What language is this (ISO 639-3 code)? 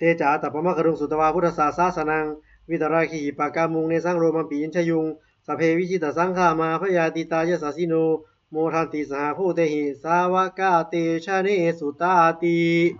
pli